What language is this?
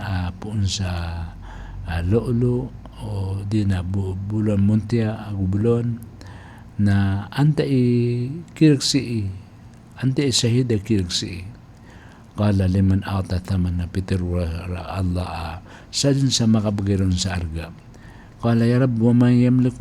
Maranao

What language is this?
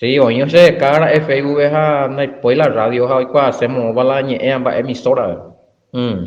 Guarani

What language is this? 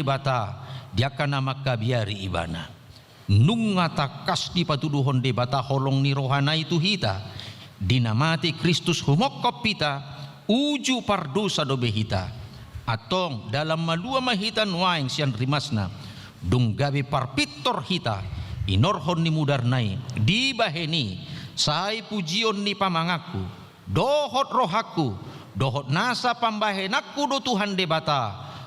Batak Toba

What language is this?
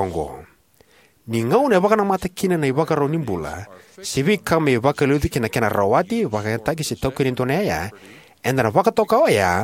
Fijian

